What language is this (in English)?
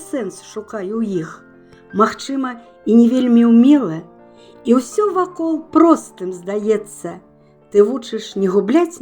Belarusian